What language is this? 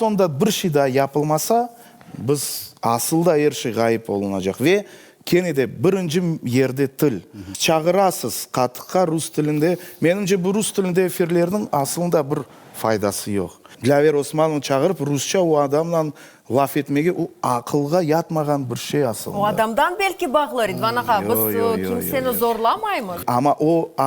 Crimean Tatar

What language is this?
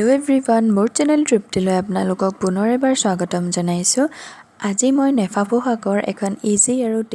Assamese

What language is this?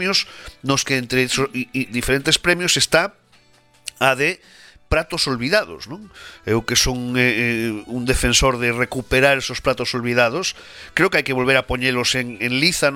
Galician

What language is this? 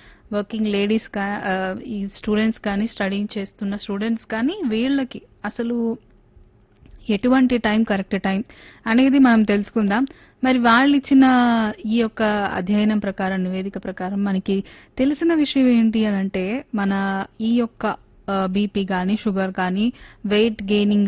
Telugu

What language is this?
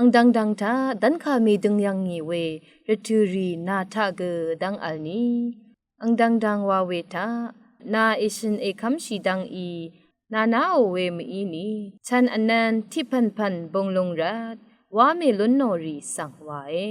Rawang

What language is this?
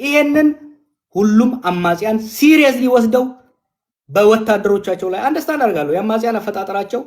Amharic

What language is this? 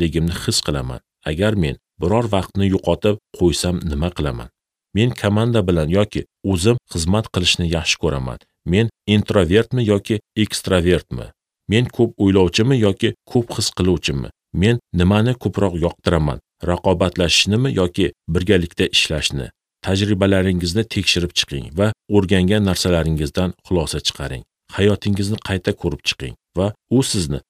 Uzbek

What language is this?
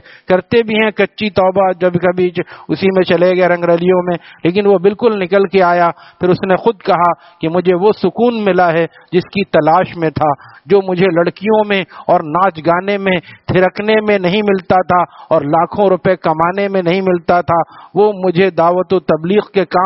Urdu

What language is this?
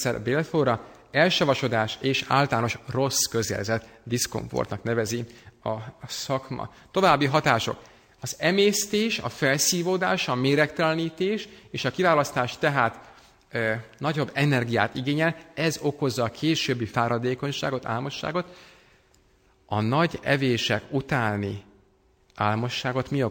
Hungarian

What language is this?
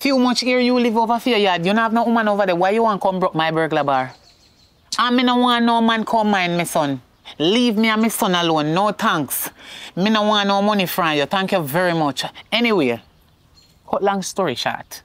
Jamaican Creole English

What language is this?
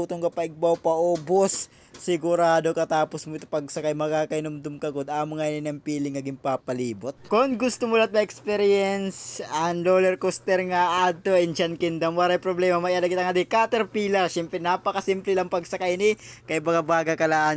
Waray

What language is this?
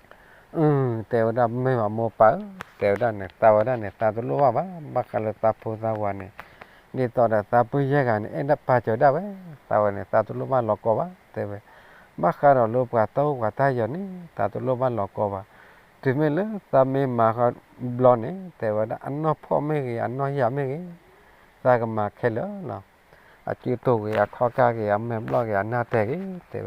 S'gaw Karen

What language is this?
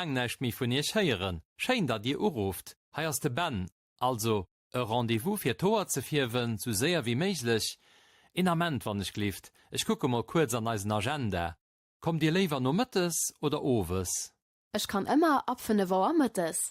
Luxembourgish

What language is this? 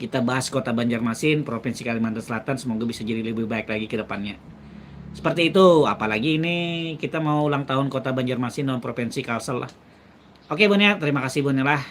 Banjar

